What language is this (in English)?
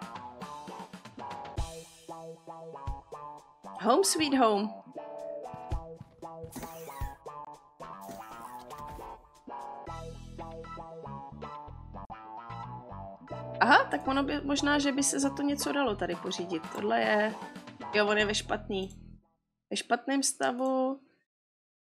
Czech